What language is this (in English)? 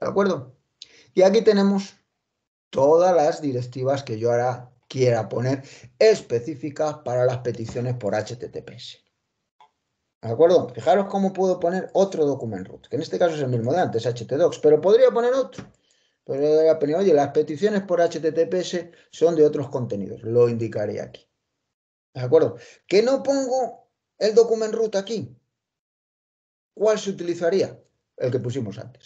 Spanish